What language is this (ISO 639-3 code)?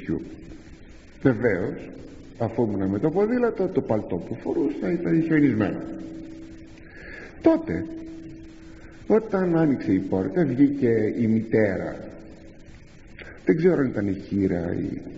ell